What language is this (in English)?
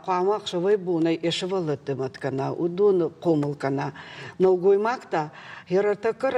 Ossetic